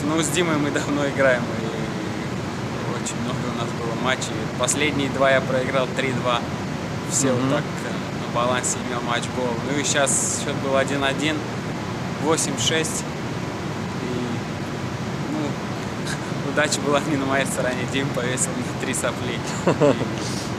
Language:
Russian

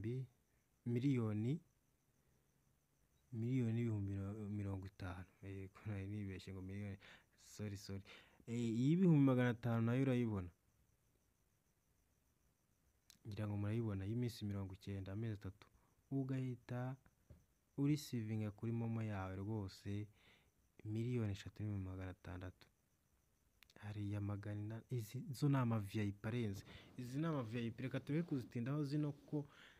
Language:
Kinyarwanda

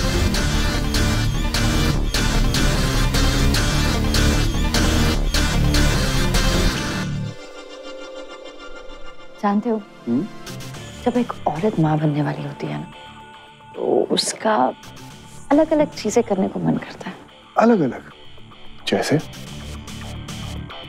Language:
Hindi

